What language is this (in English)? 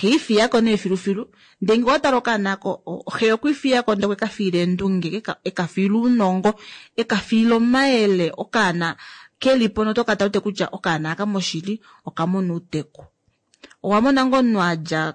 Kuanyama